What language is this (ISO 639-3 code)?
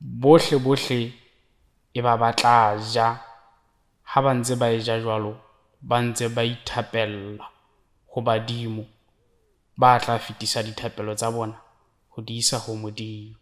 sot